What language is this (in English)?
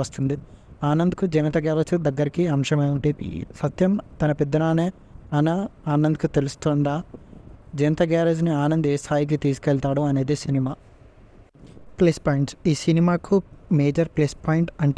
Telugu